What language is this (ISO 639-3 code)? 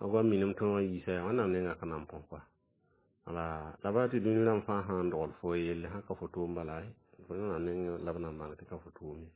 mos